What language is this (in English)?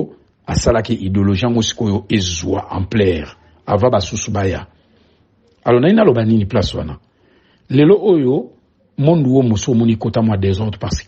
Lingala